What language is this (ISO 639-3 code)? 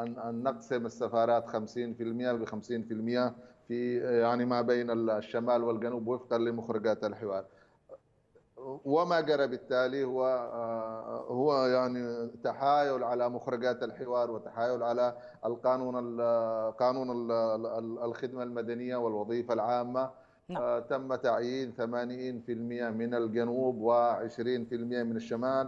ara